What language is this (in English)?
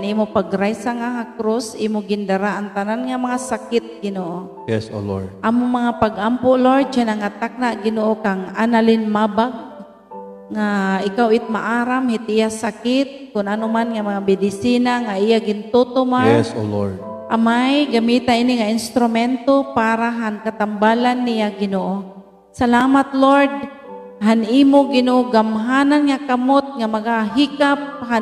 Waray